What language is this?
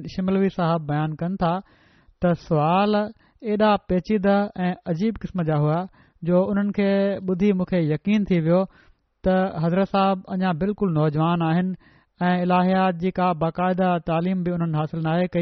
Sindhi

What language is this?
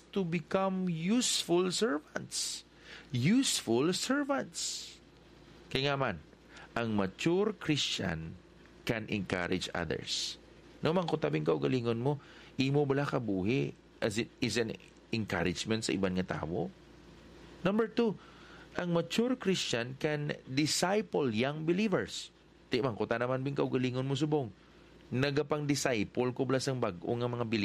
Hiligaynon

